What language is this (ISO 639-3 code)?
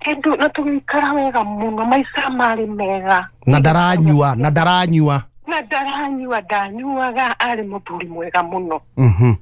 kik